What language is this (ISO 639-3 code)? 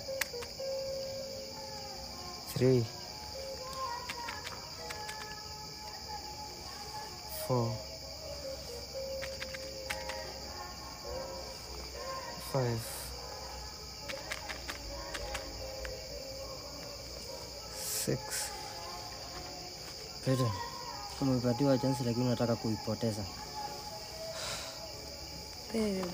swa